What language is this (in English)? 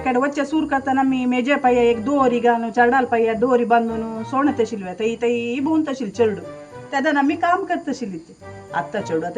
Konkani